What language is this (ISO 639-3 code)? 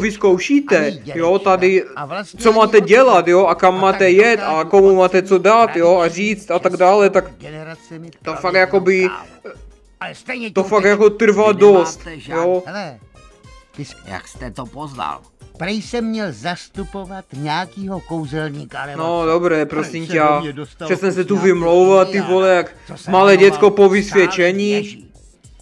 ces